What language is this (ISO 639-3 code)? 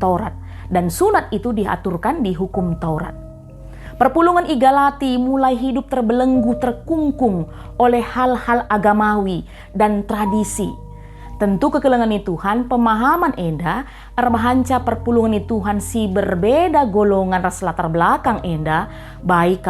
btx